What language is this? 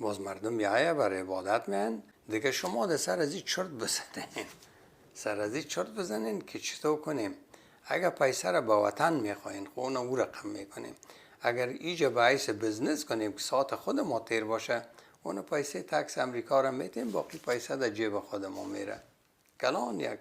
Persian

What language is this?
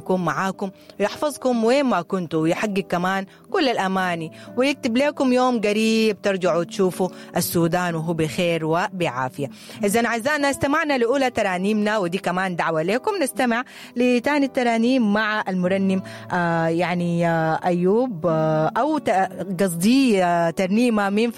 Sudanese Arabic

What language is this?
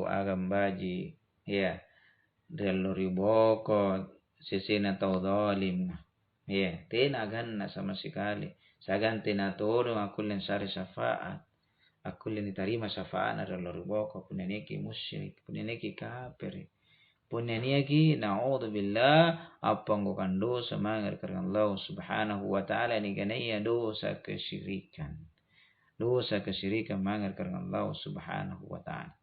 Makasar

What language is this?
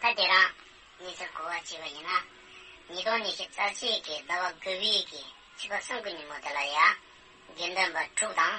Tibetan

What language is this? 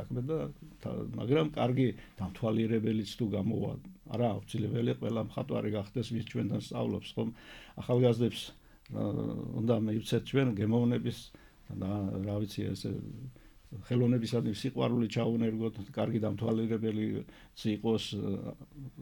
Georgian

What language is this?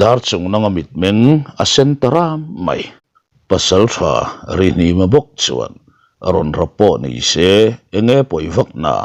Mizo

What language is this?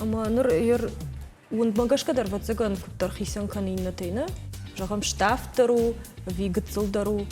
Ossetic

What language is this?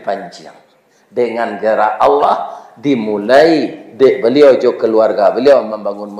Minangkabau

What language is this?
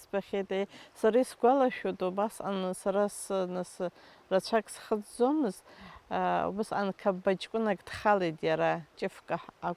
Abkhazian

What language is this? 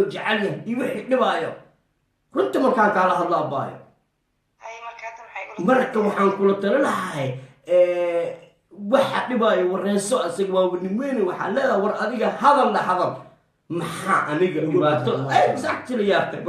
Somali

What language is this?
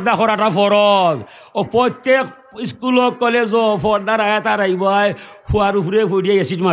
Sylheti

